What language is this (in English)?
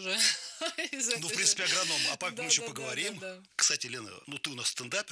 Russian